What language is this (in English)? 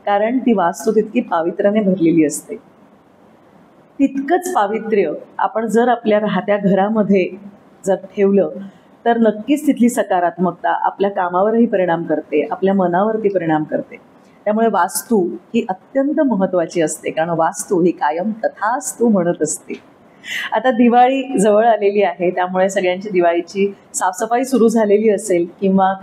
Marathi